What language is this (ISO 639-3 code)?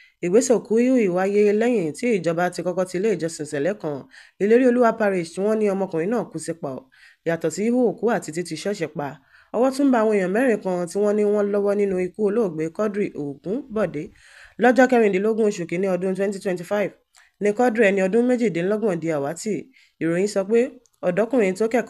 yor